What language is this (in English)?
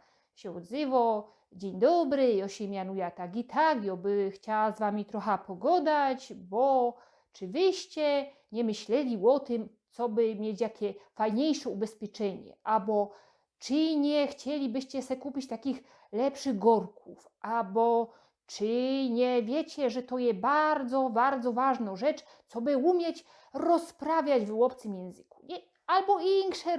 Silesian